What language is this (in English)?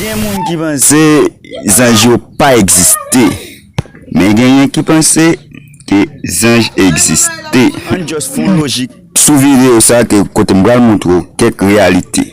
Haitian Creole